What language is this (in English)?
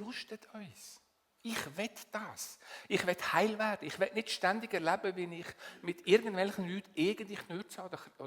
Swiss German